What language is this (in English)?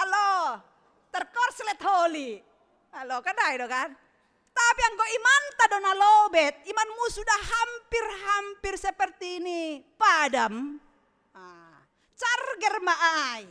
Batak Simalungun